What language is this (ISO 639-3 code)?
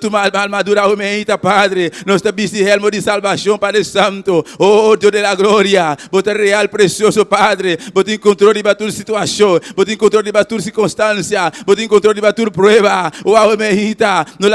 pap